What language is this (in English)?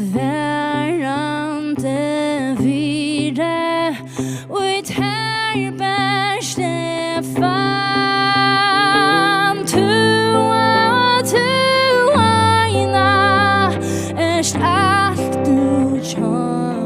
Faroese